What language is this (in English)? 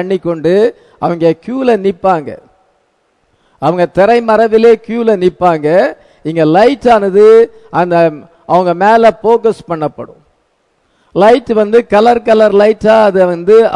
Tamil